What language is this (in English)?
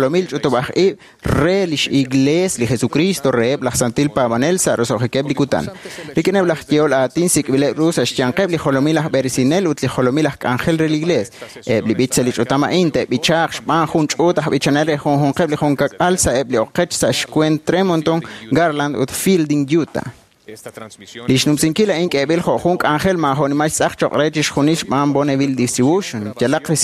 Kekchí